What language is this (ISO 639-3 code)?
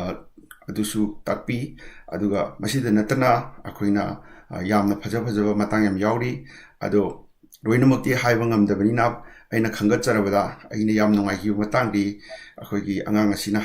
mni